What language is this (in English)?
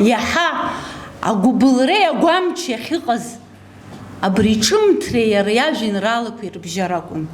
Abkhazian